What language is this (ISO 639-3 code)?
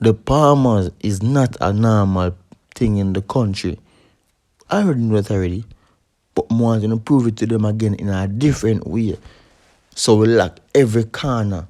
jam